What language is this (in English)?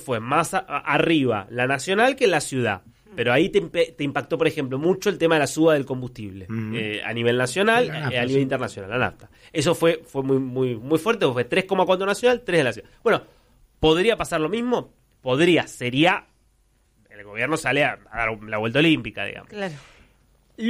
Spanish